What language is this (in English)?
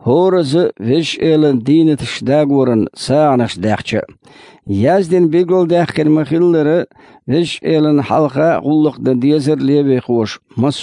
Chechen